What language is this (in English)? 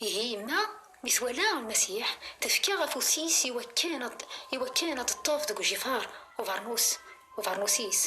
Kabyle